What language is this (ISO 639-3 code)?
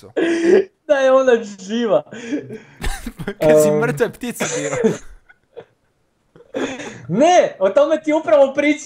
hrv